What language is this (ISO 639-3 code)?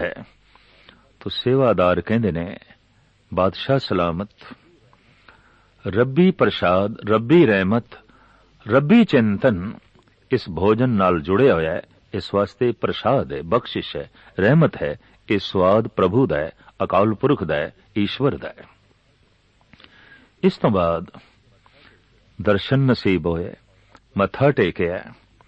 pan